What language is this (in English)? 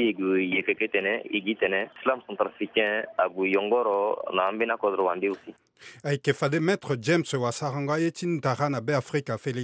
Sango